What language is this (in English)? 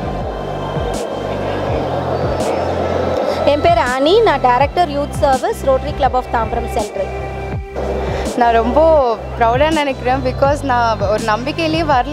Tamil